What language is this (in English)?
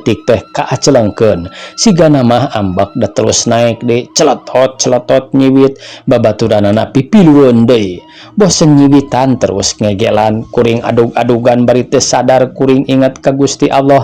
Sundanese